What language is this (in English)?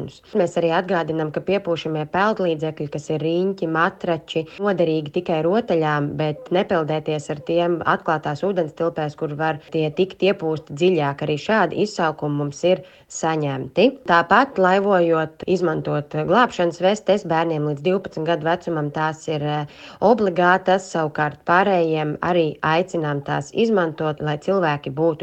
Latvian